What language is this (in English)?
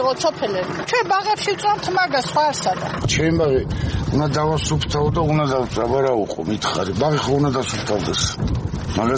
Georgian